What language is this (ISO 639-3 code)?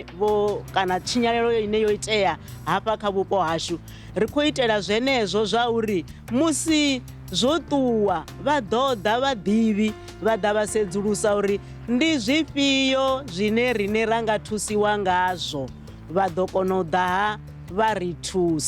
ven